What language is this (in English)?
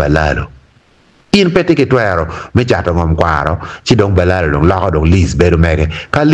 Acoli